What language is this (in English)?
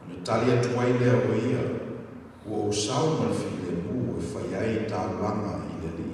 Samoan